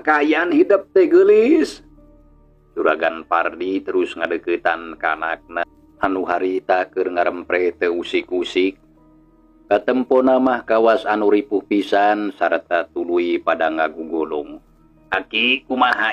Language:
Sundanese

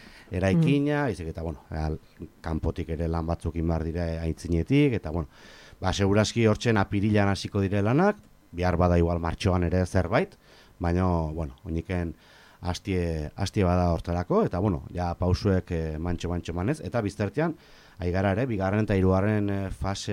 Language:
Basque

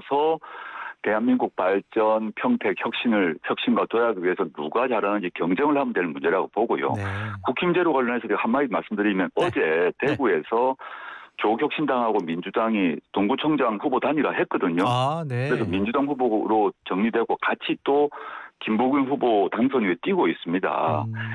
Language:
Korean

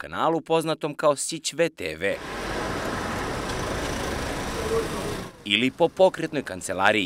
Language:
Serbian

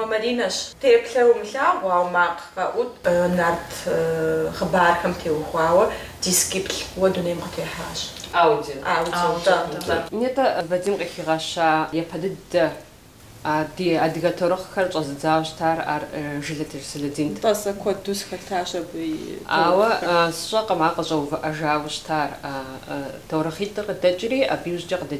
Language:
Kabardian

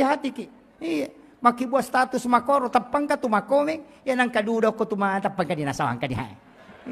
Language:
Buginese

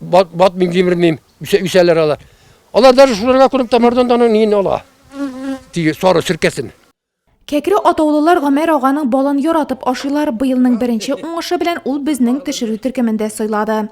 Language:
Tatar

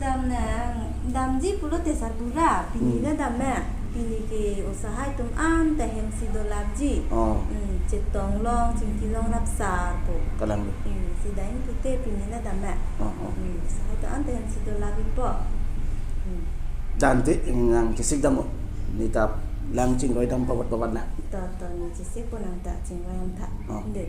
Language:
Karbi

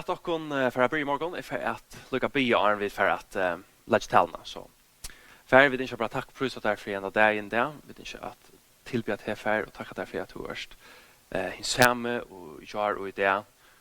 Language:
Faroese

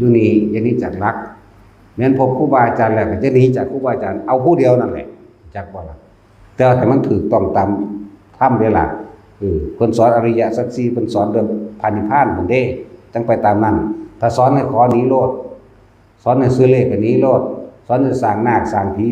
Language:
Northeastern Thai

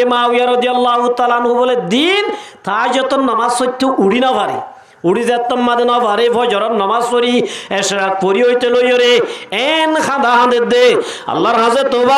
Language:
Rohingya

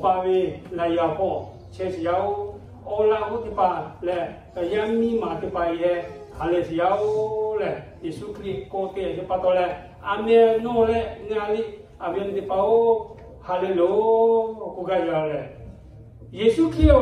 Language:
Lahu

